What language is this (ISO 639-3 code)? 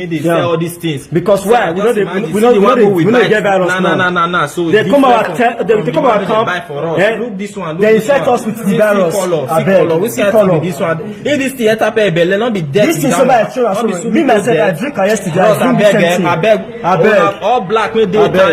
pcm